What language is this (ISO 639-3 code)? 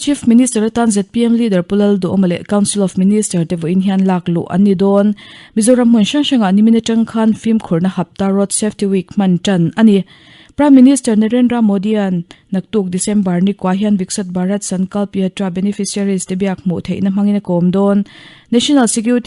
lus